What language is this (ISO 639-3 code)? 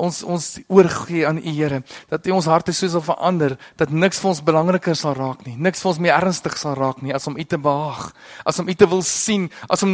afr